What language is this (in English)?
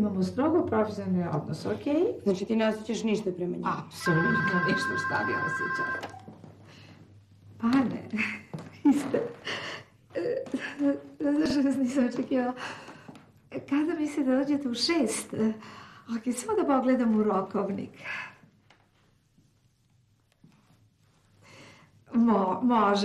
Serbian